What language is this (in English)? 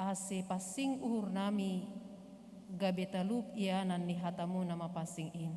Batak Simalungun